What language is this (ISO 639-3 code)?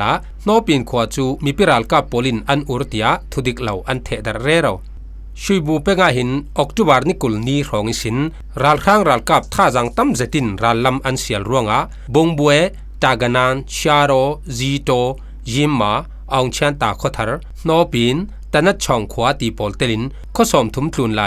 cfm